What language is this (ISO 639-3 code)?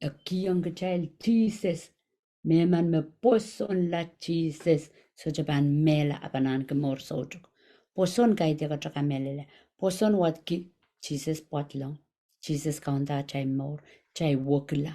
pon